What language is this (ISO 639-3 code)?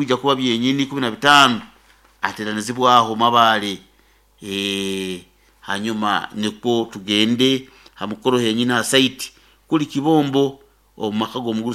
nyo